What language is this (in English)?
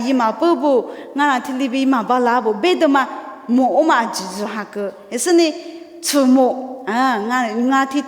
Lisu